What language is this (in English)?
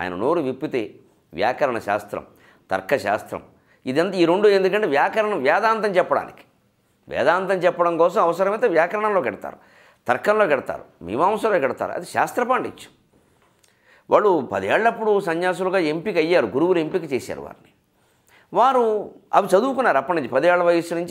Telugu